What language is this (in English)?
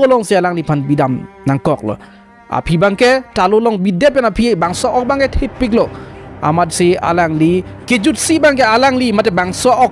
Karbi